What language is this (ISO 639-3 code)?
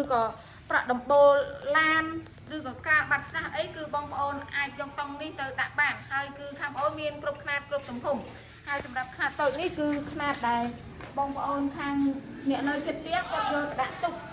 khm